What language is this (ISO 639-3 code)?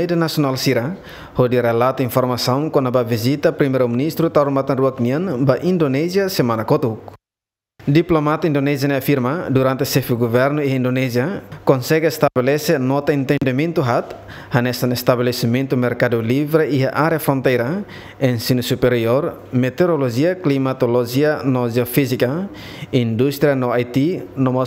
tet